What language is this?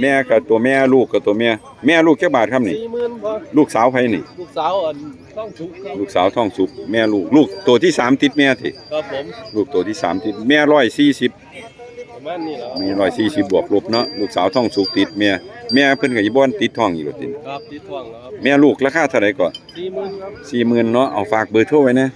Northeastern Thai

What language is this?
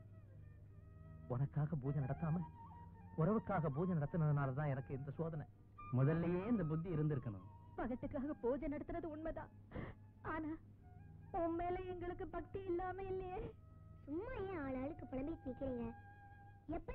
Tamil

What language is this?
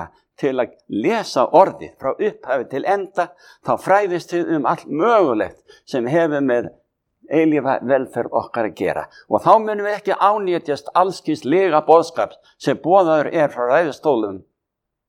Icelandic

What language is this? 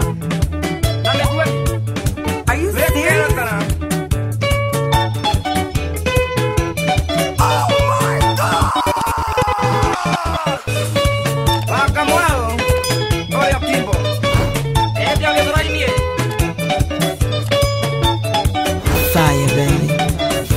Kikuyu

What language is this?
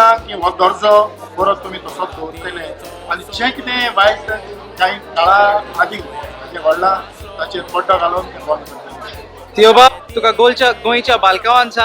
Konkani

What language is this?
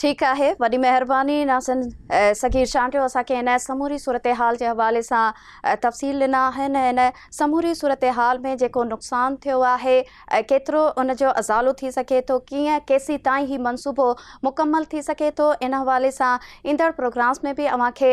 Sindhi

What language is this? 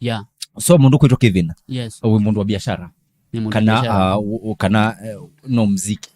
Kamba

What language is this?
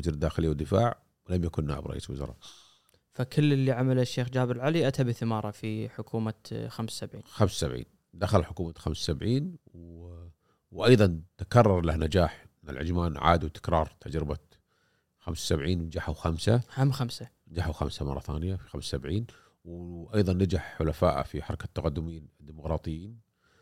Gulf Arabic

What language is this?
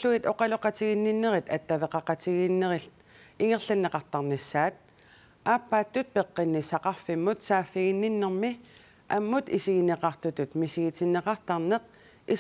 Kalaallisut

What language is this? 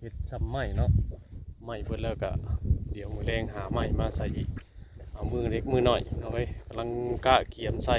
Northeastern Thai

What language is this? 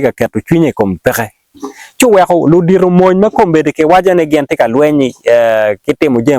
Acoli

